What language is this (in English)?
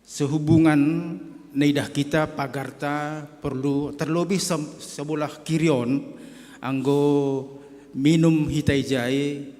Batak Simalungun